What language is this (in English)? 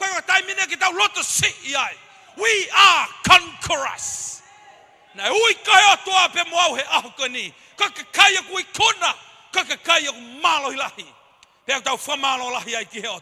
Tongan